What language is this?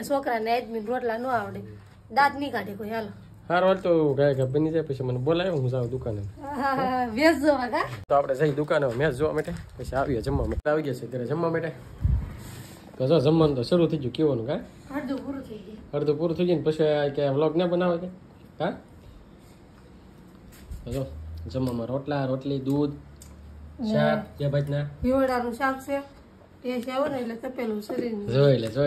Gujarati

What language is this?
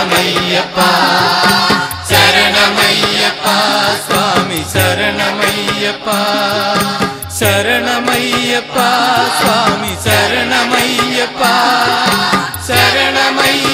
Malayalam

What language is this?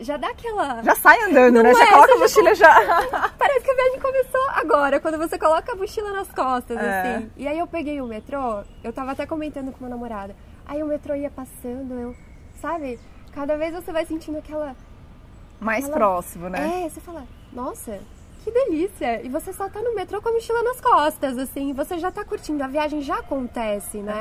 Portuguese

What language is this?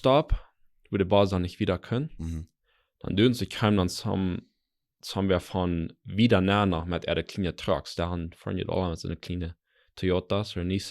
Plautdietsch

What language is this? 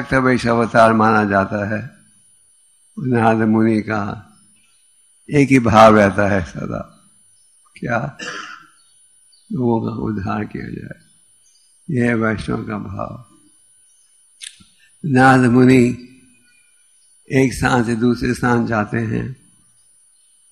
Hindi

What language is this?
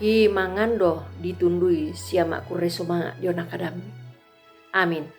Toraja-Sa'dan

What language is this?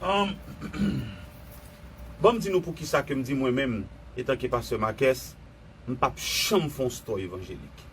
Haitian Creole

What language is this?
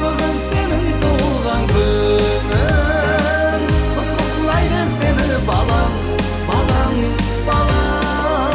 Kara-Kalpak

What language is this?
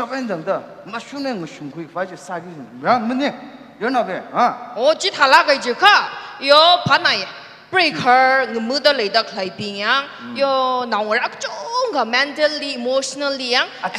Tangkhul Naga (India)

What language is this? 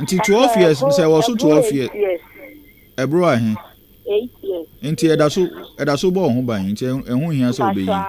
Akan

